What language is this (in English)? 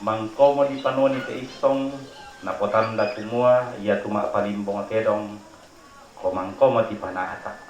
Toraja-Sa'dan